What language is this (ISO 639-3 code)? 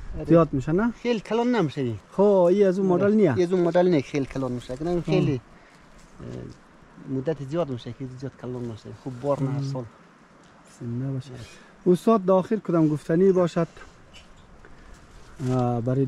fas